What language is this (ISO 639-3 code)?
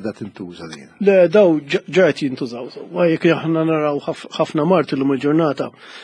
mlt